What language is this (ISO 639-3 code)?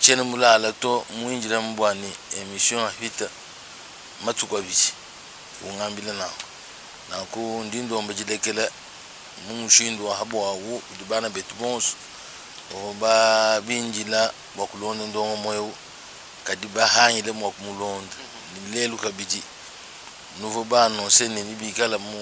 lua